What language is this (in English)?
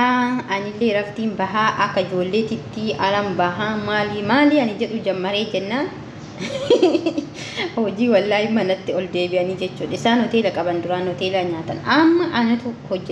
Oromo